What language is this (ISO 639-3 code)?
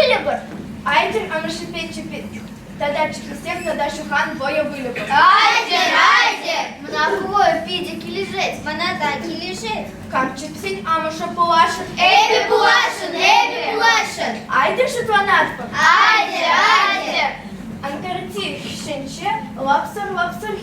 chv